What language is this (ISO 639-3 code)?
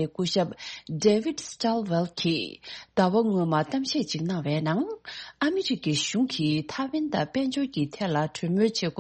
bod